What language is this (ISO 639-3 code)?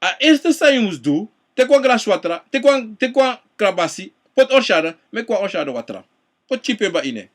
srn